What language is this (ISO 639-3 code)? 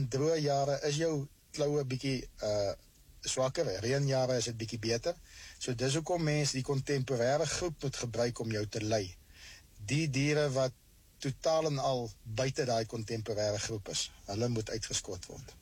afr